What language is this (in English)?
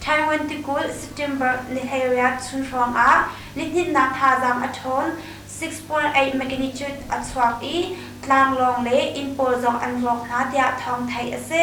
Hakha Chin